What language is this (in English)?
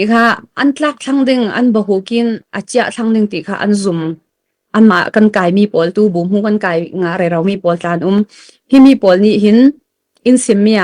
Falam Chin